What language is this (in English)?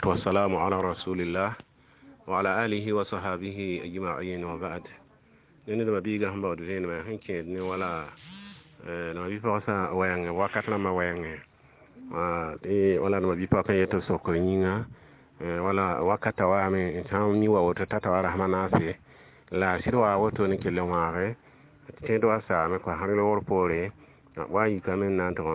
Mossi